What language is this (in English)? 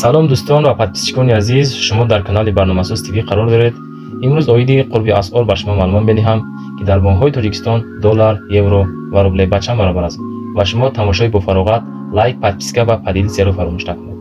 Tajik